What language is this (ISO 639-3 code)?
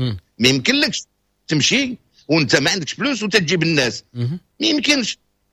ary